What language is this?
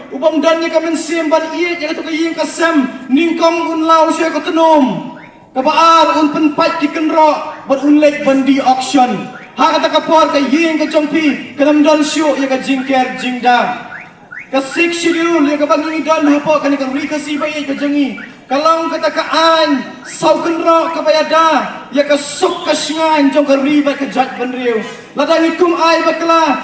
Khasi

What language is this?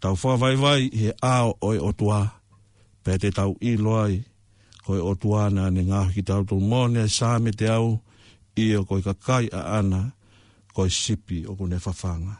Tongan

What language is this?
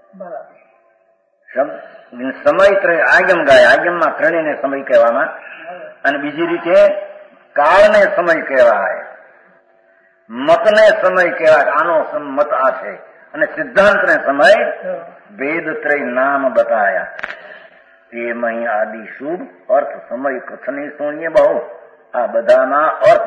Gujarati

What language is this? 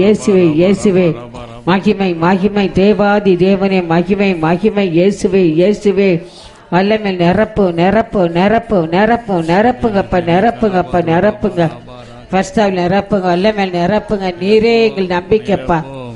Tamil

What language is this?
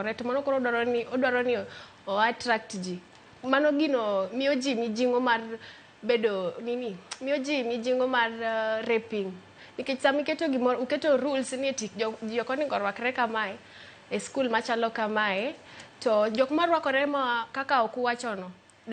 Luo (Kenya and Tanzania)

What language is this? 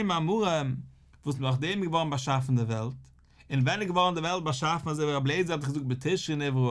Yiddish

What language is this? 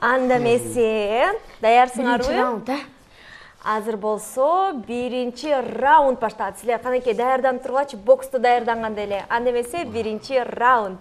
Kyrgyz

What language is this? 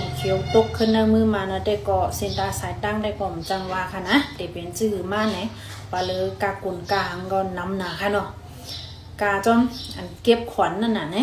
Shan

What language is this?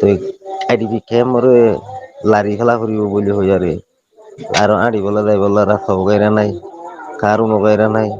Rohingya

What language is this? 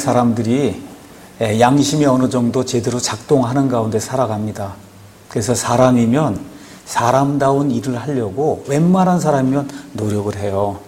Korean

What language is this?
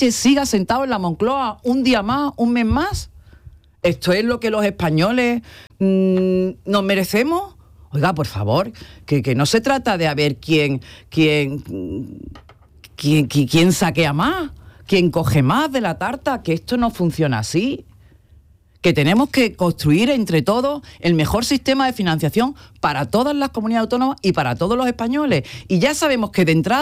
Spanish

